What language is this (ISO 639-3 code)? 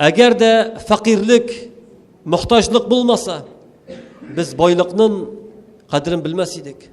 tat